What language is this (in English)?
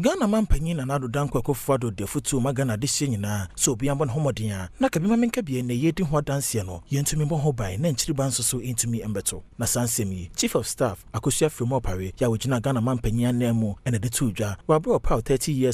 Akan